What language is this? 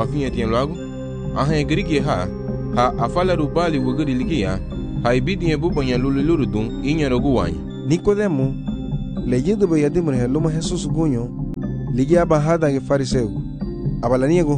Garifuna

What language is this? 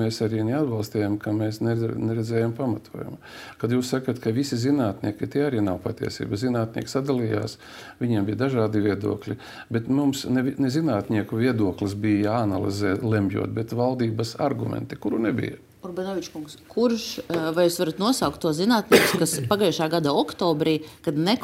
Latvian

